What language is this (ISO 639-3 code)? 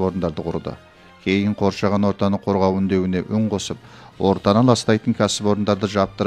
kaz